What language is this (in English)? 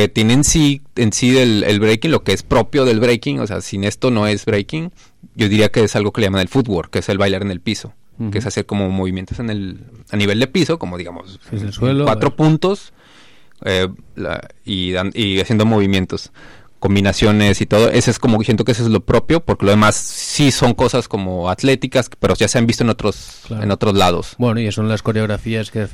Spanish